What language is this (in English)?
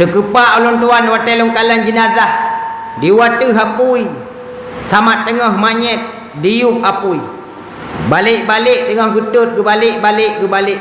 Achinese